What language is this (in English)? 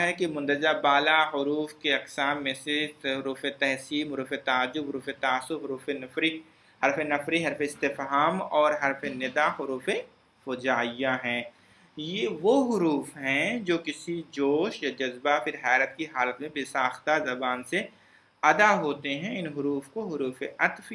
Urdu